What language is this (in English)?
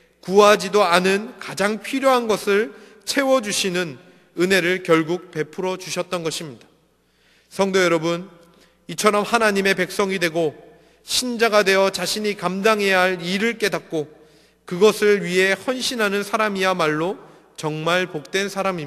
Korean